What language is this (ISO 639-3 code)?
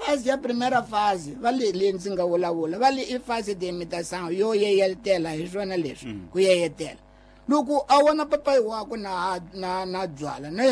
tso